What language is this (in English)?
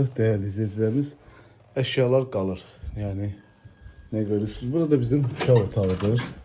Azerbaijani